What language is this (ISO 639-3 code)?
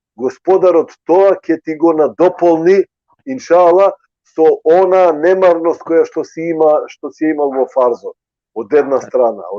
rmn